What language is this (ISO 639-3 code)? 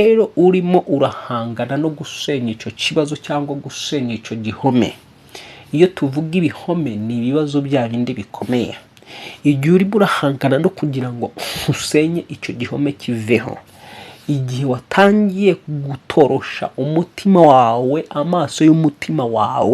kin